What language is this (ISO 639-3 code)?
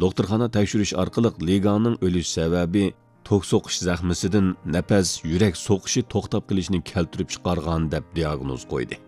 uig